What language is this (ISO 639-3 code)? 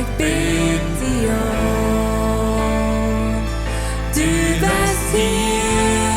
pdt